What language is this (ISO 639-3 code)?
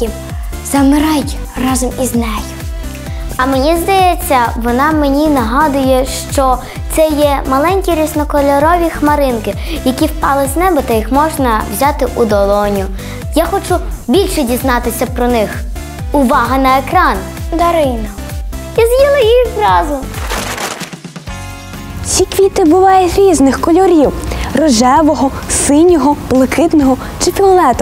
ukr